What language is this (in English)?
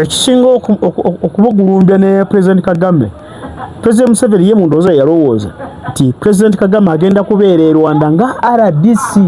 Ganda